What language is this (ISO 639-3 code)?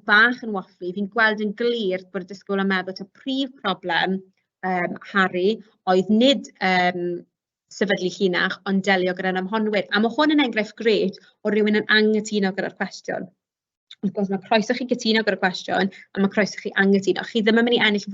cym